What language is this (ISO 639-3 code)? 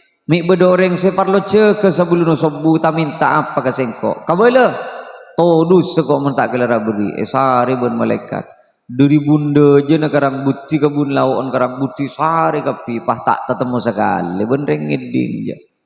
mad